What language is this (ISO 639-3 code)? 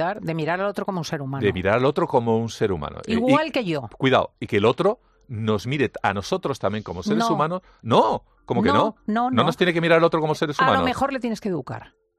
spa